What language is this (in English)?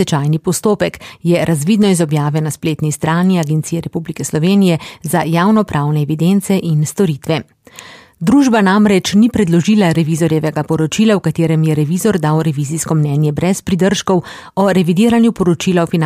Slovenian